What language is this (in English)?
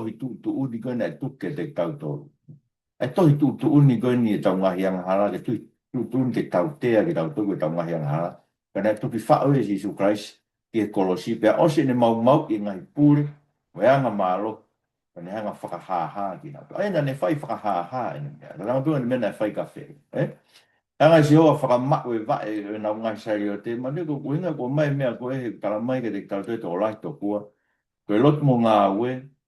Tongan